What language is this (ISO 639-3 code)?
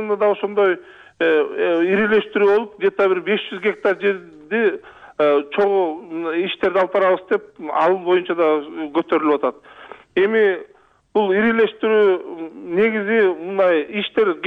kir